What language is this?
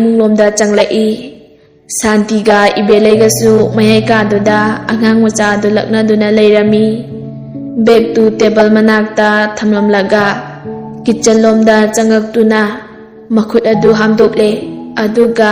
Manipuri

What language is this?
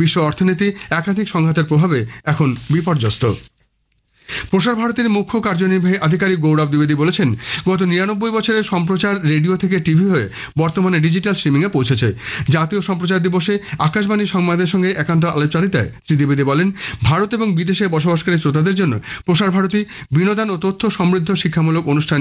Bangla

